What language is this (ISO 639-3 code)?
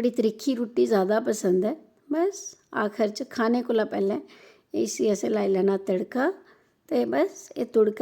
doi